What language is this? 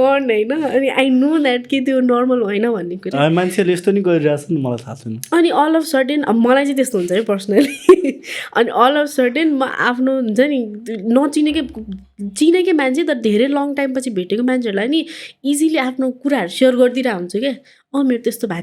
Nepali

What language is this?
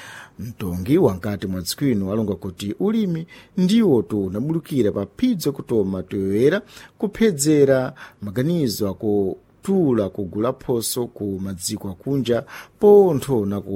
Sena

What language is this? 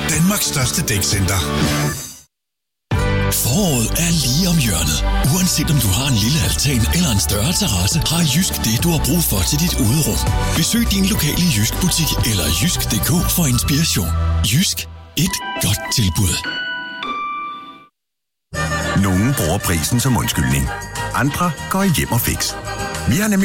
Danish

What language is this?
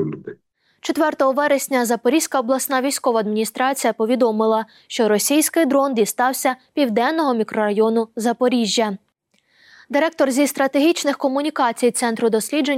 Ukrainian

